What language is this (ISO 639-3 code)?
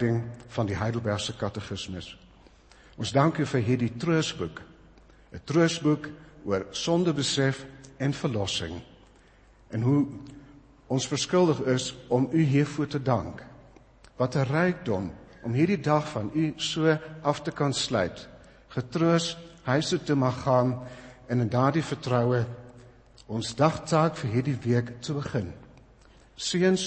afr